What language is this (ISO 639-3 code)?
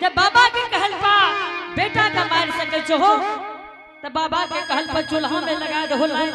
anp